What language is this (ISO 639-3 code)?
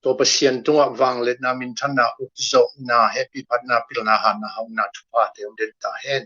ctd